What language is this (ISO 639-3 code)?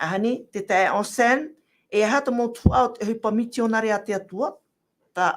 tah